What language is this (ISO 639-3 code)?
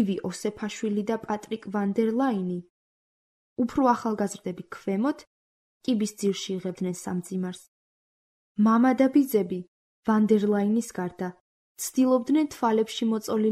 kat